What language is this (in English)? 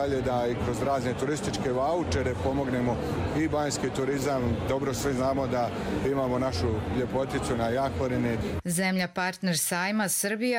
Serbian